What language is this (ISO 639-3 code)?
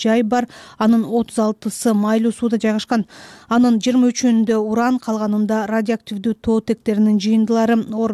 kir